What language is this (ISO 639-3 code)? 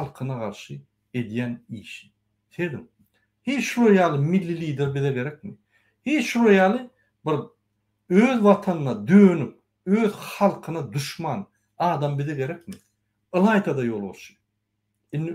tuk